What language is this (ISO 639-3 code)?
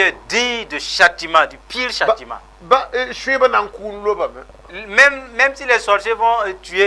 mos